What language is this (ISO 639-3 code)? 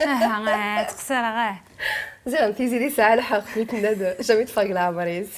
kab